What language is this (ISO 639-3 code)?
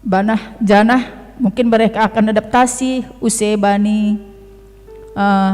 bts